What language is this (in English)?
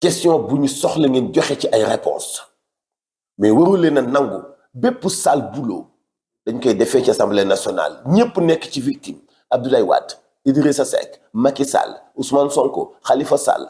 Wolof